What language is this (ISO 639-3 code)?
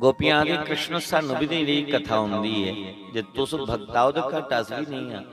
doi